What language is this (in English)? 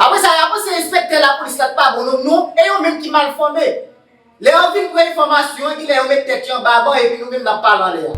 Haitian Creole